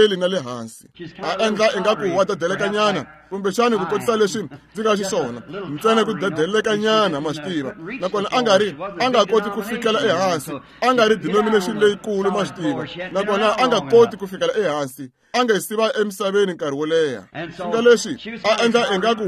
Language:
Tsonga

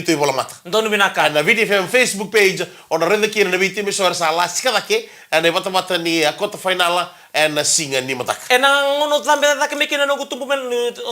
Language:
Fijian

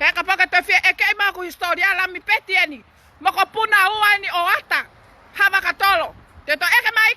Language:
Tongan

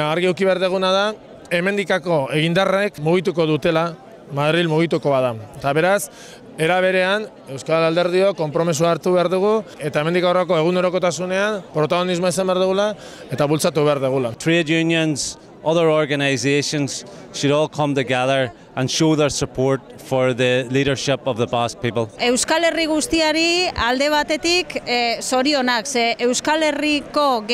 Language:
Basque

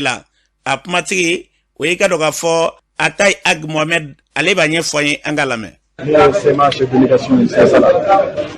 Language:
Bambara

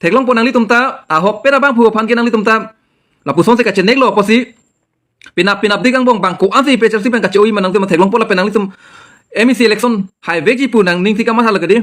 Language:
Karbi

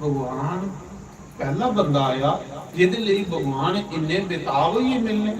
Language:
Dogri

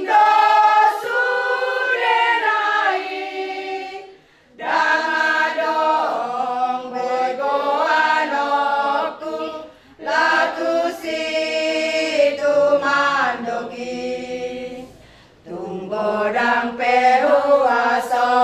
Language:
Batak Toba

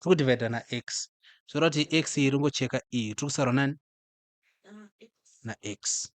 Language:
Shona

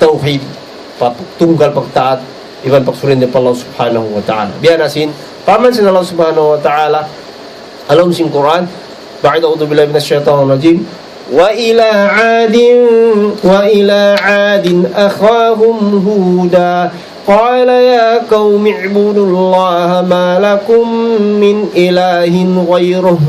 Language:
Tausug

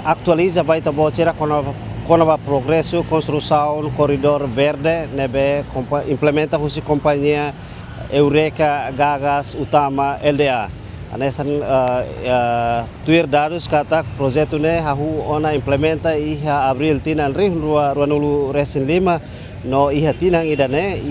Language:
Tetum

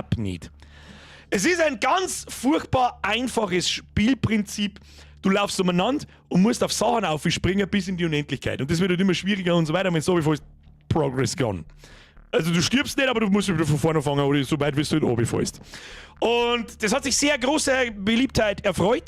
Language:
Bavarian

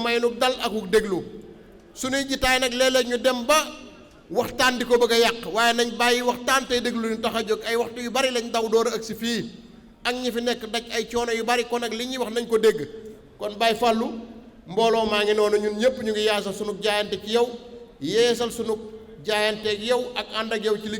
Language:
Wolof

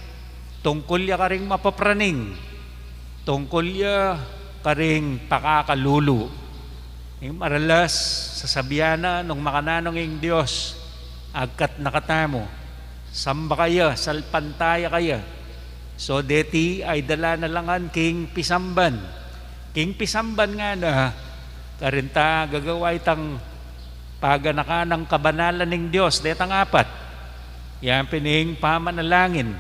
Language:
Pampanga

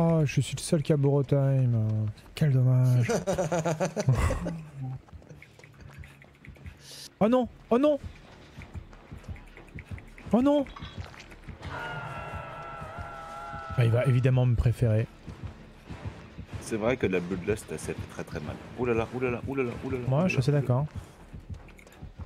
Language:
French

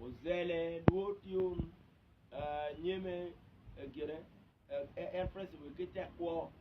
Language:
Acoli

